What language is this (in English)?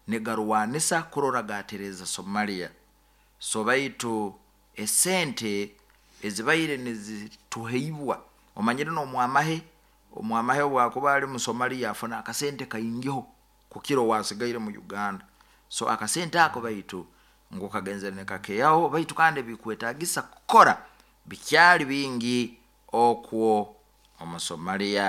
Nyoro